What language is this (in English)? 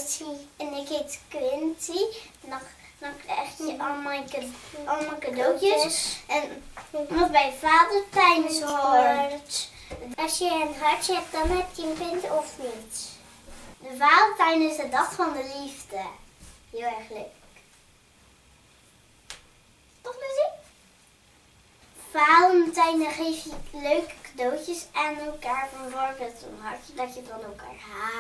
Dutch